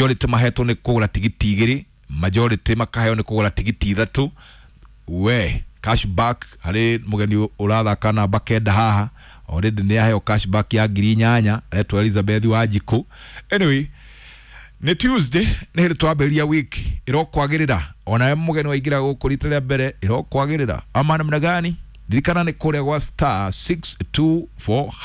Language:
Kikuyu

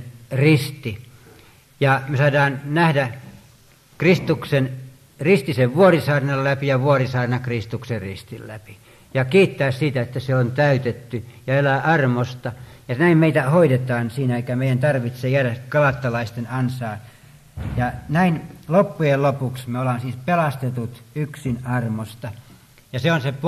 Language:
Finnish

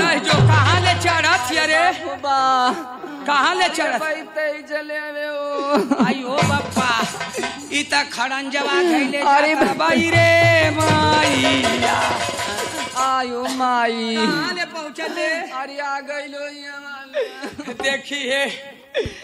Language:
Bhojpuri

